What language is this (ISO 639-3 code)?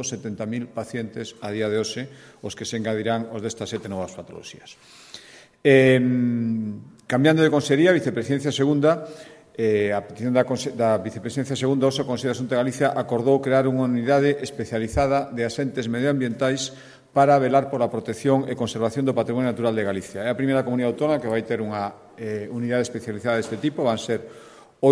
glg